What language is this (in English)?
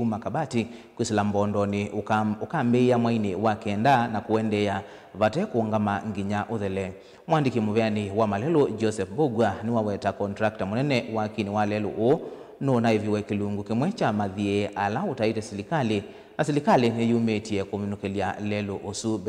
Kamba